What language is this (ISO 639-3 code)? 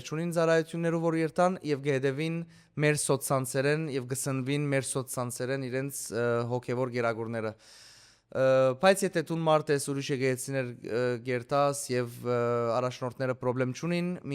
hyw